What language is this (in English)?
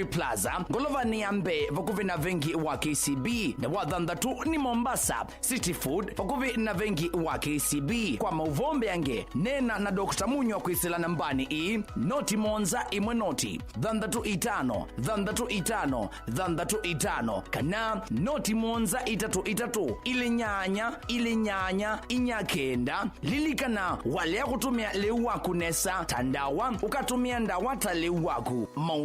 Kamba